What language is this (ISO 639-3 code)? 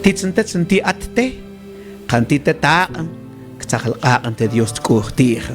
mam